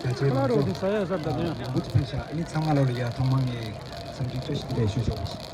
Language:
Tibetan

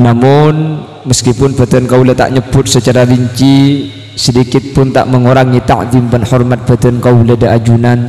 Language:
Madurese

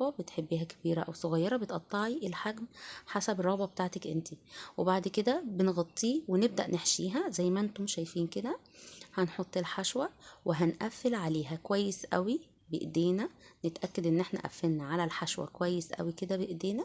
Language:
Egyptian Arabic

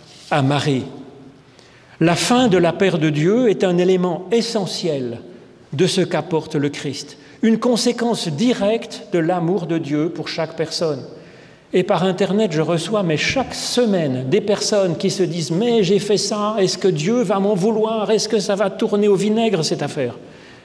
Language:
French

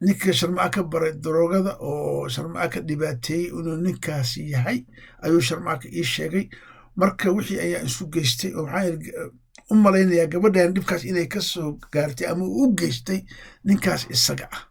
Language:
Somali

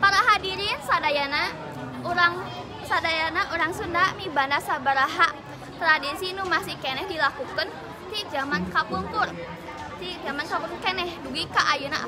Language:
Sundanese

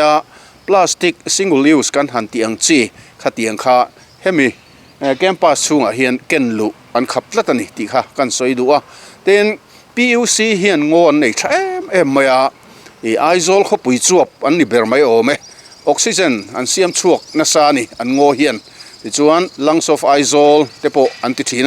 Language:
Mizo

